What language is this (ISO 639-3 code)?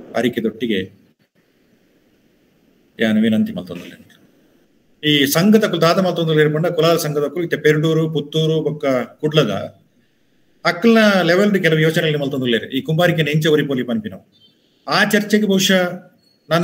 tcy